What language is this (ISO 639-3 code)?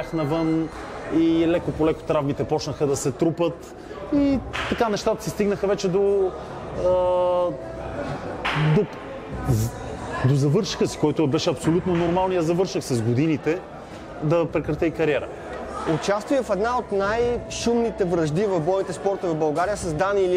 bul